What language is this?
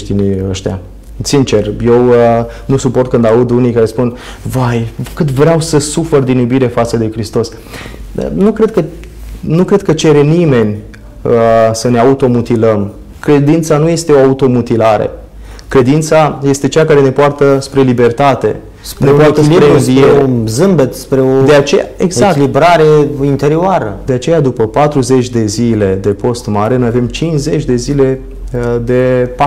Romanian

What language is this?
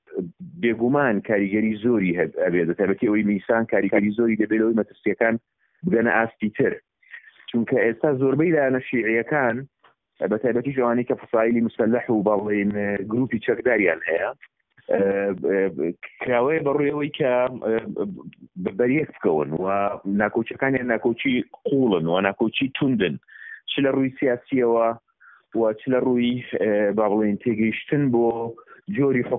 Central Kurdish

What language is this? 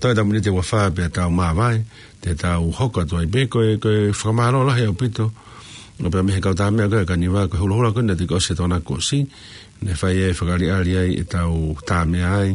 Tongan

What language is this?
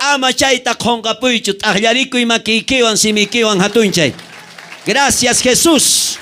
South Bolivian Quechua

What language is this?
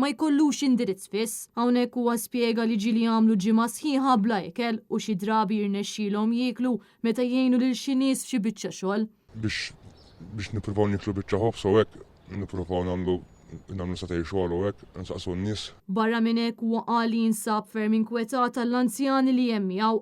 Maltese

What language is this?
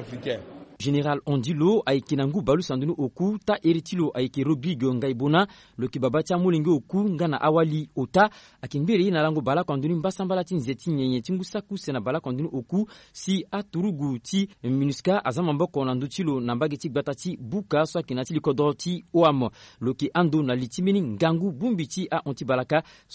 Sango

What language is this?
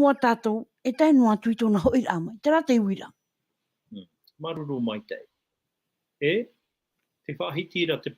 Tahitian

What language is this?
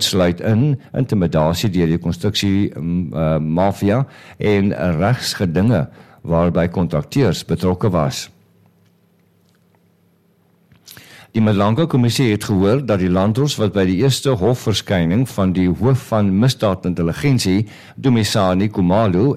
Afrikaans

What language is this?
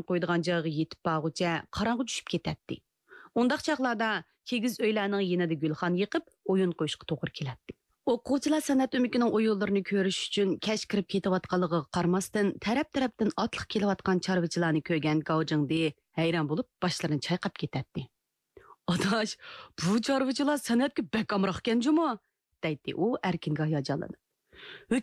Uyghur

